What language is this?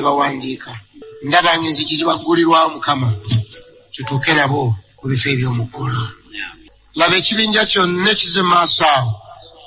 Ganda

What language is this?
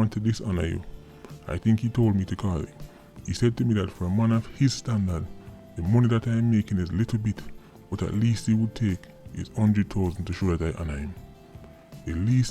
Jamaican Creole English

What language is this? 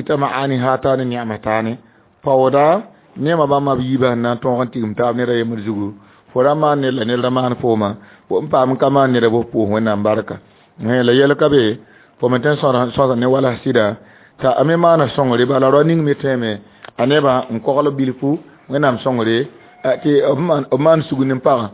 Mossi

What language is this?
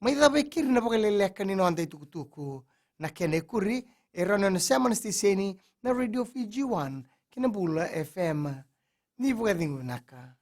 Fijian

